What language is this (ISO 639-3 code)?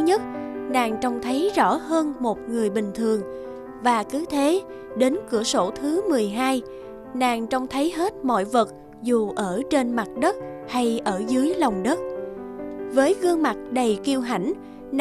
vie